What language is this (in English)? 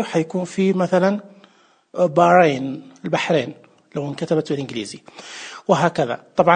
Najdi Arabic